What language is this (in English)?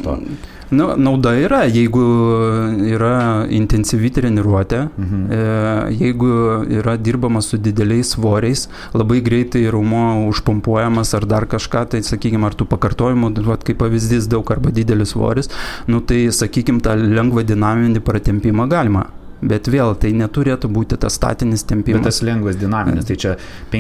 Lithuanian